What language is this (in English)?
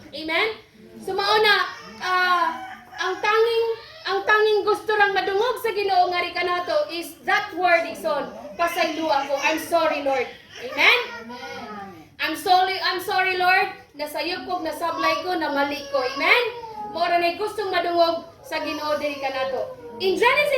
Cebuano